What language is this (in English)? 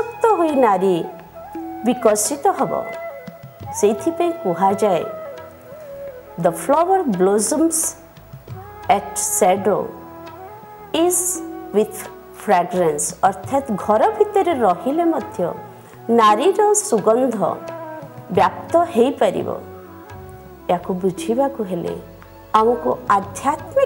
Odia